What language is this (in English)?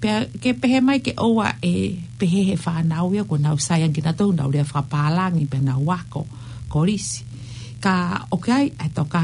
Tongan